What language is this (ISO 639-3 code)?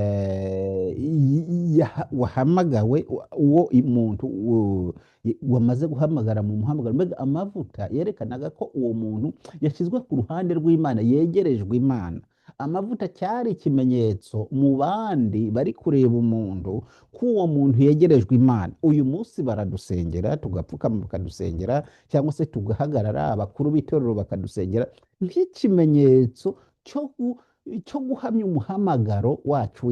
kin